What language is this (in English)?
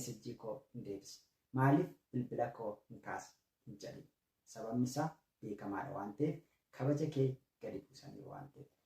Oromo